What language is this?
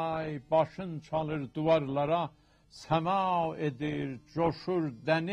South Azerbaijani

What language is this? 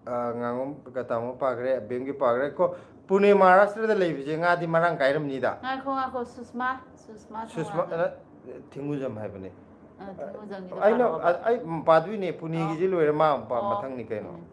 Manipuri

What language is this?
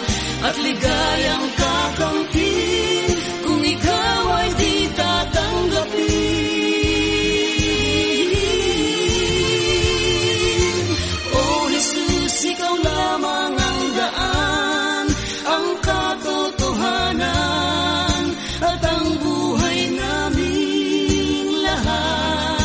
Filipino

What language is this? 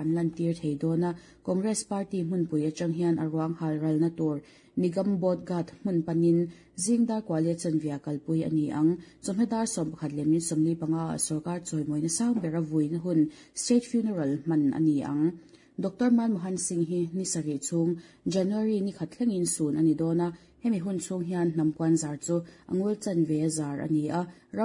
Mizo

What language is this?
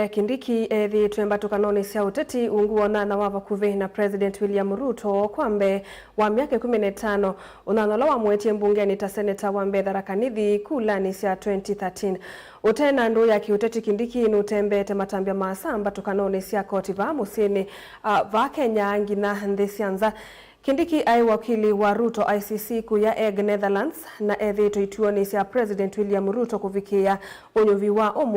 Kamba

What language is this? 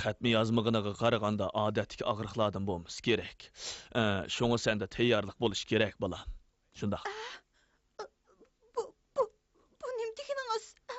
Uyghur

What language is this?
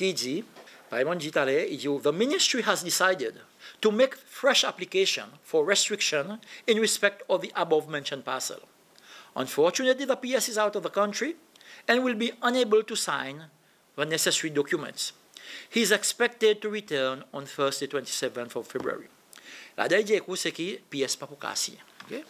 Seselwa Creole French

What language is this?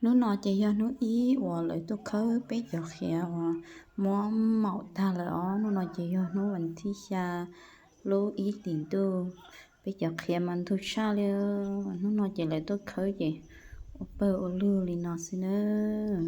Hmong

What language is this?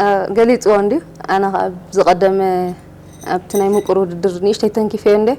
Tigrinya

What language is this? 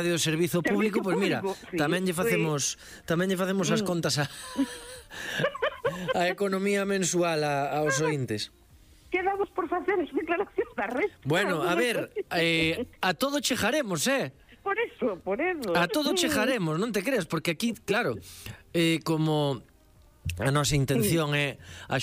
Galician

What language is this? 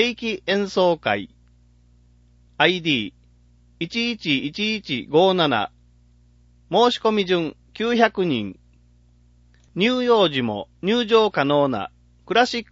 Japanese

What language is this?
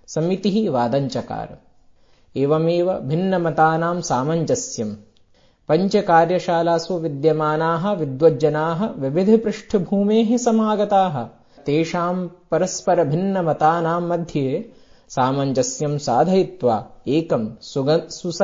Sanskrit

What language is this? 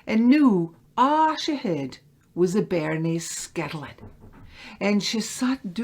Scots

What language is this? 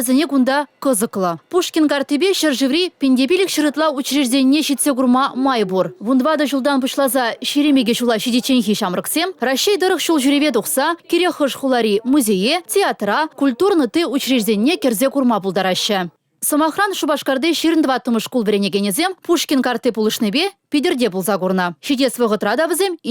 Chuvash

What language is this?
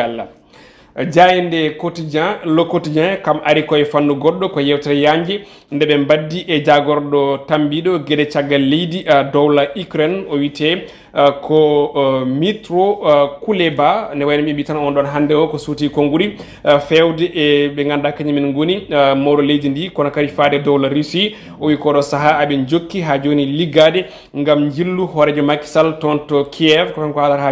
Fula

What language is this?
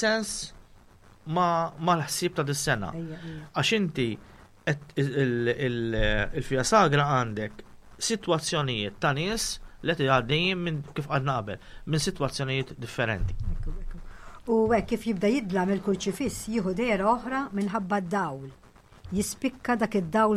Maltese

